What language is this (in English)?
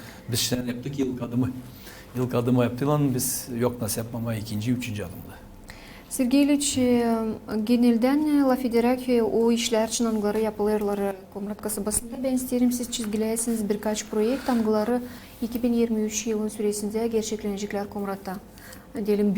Gagauz